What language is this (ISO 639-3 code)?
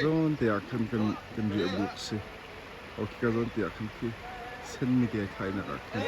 cnh